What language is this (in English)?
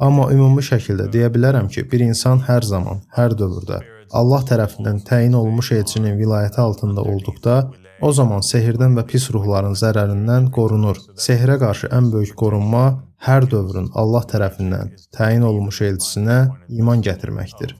Azerbaijani